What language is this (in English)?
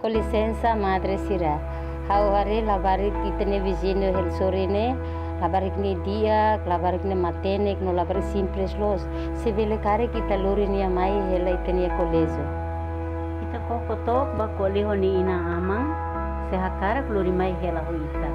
Tetum